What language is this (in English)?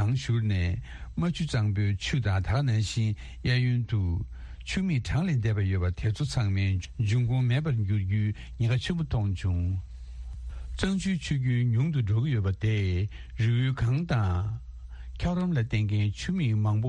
Tibetan